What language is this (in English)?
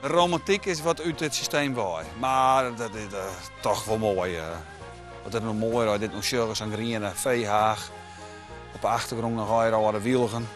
Western Frisian